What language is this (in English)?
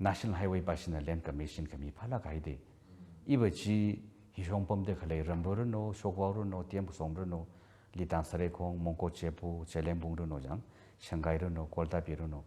Tangkhul Naga (India)